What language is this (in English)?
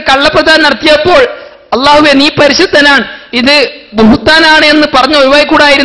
Malayalam